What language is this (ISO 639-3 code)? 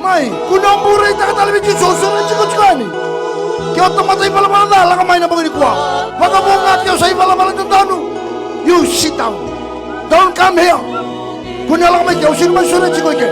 fij